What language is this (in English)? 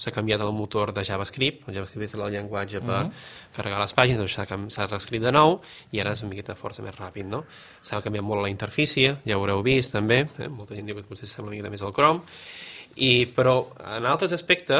Catalan